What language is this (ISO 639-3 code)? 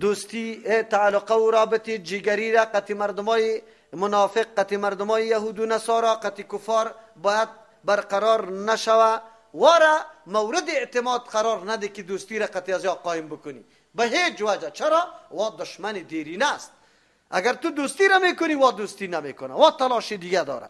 fas